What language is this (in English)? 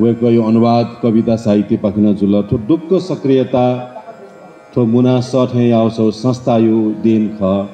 Newari